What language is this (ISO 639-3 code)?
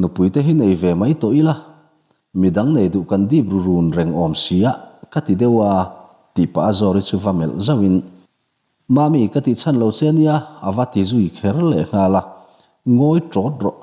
lus